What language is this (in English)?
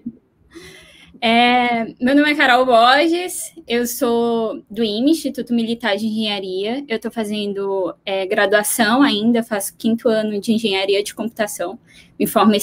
Portuguese